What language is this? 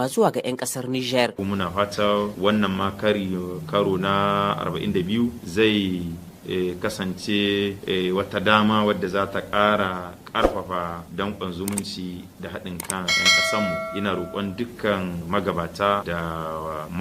Hausa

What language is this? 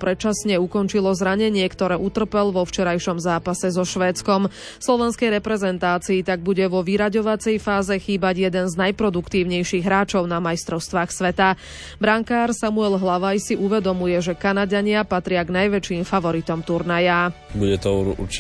Slovak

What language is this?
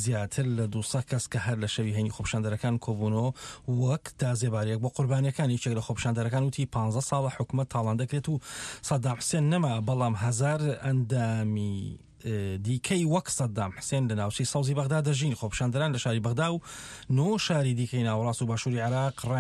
Central Kurdish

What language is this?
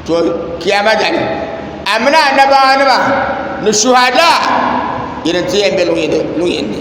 Dagbani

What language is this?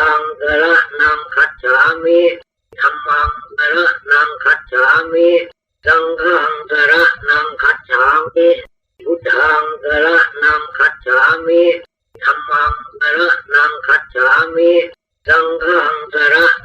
Pali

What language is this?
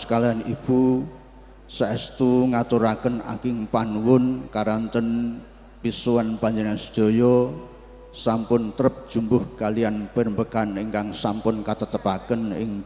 Javanese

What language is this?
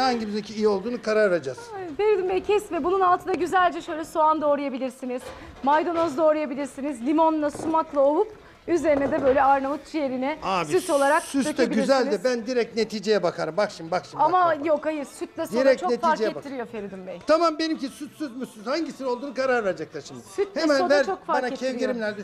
Turkish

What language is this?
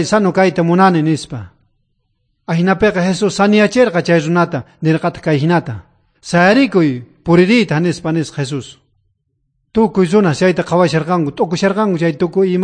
South Bolivian Quechua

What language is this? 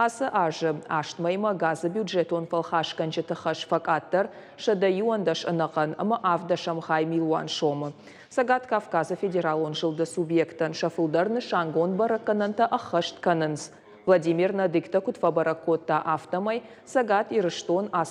Ossetic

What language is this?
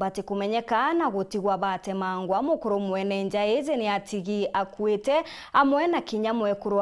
Meru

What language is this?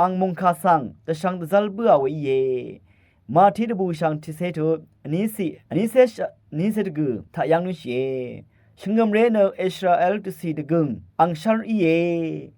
Rawang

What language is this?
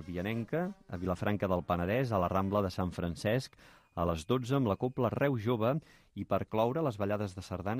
Catalan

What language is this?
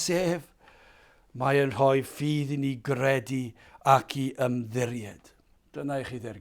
Welsh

